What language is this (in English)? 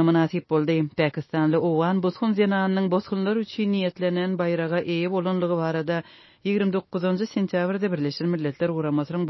Turkmen